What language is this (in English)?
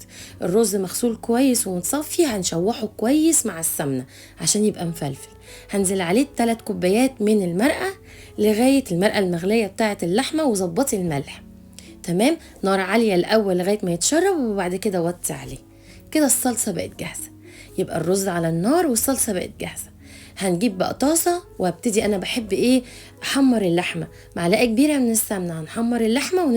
Egyptian Arabic